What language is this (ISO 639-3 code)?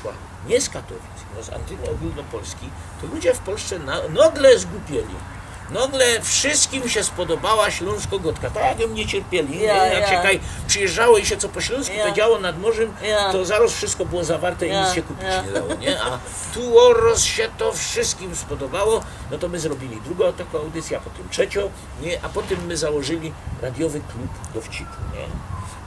szl